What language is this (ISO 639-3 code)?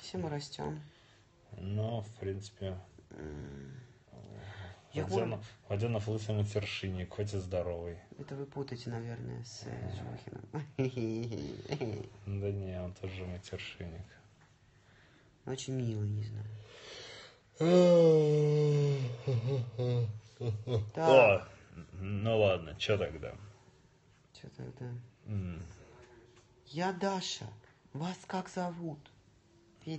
rus